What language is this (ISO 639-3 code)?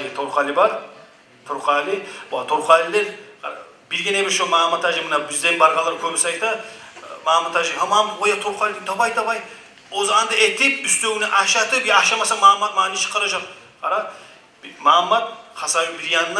kum